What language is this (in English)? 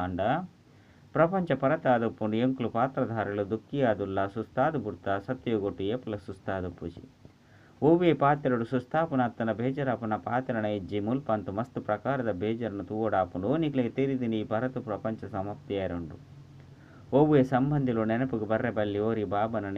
Tulu